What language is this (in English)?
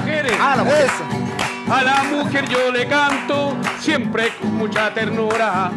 Spanish